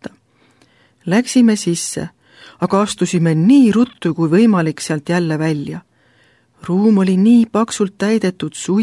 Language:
Estonian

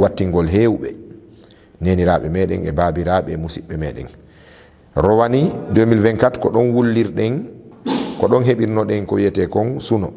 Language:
Fula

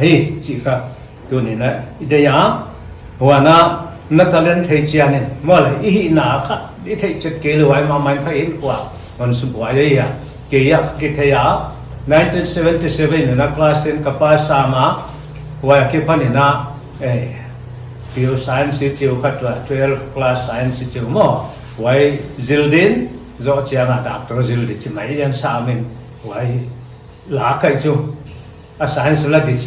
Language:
Paite Chin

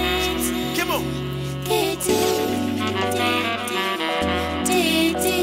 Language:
Zulu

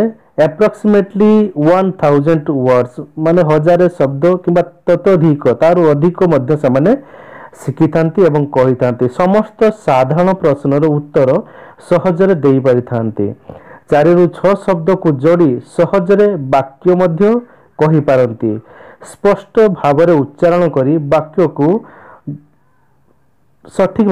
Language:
Odia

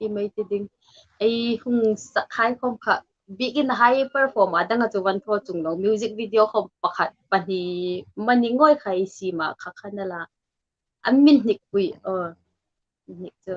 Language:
Hmar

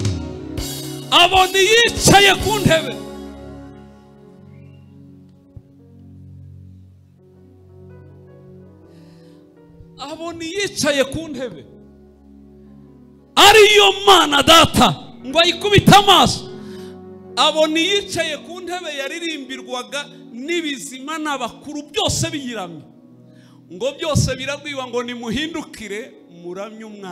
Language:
Kinyarwanda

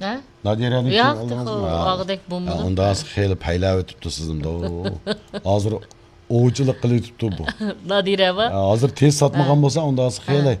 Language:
Uyghur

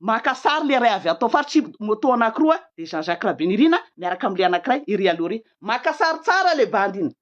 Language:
Malagasy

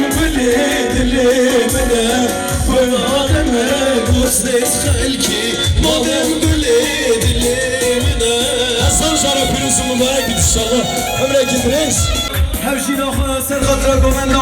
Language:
Kurdish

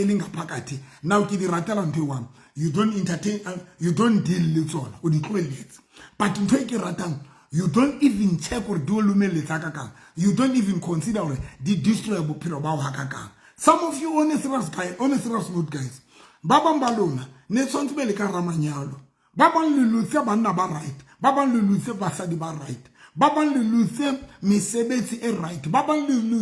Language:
Southern Sotho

